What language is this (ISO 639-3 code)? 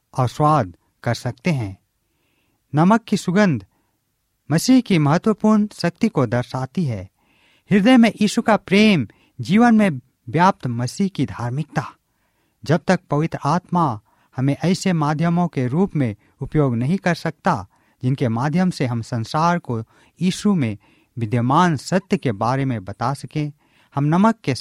hin